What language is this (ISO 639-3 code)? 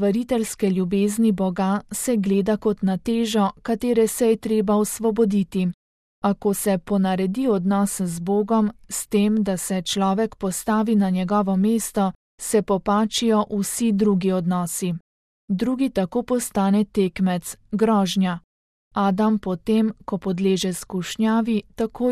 slv